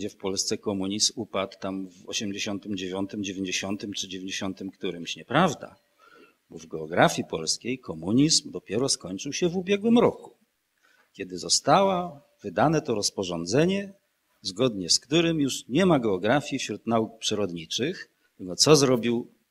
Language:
Polish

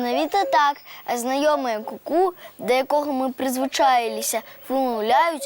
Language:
Belarusian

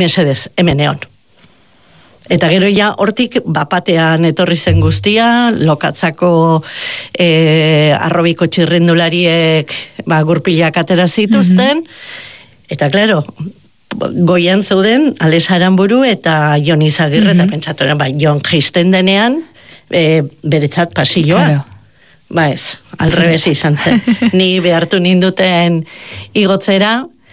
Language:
Basque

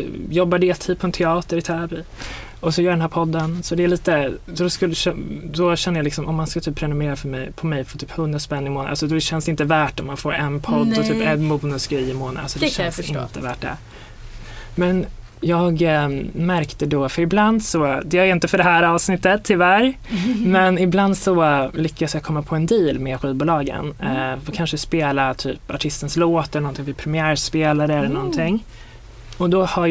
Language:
Swedish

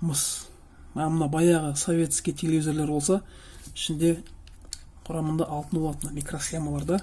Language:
Kazakh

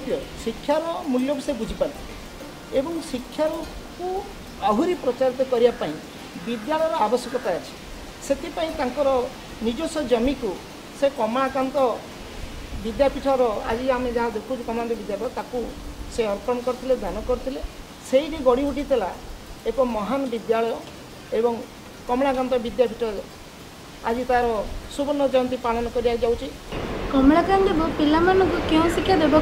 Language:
Odia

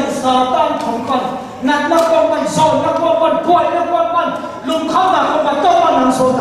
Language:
Tedim Chin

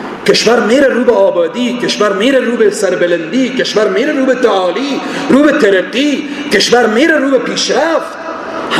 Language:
Persian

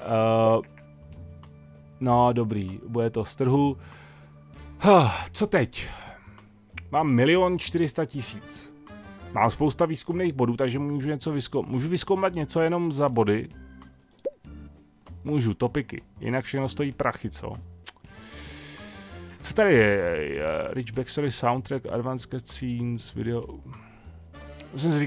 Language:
Czech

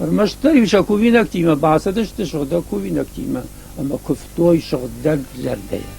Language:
Ossetic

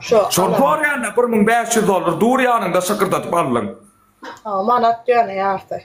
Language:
Turkmen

